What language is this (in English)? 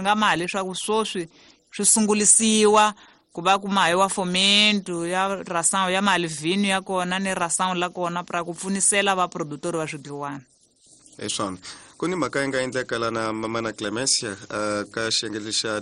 Tsonga